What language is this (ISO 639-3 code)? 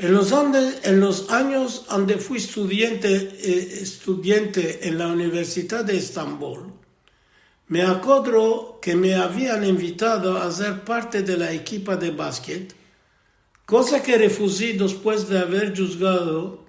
lad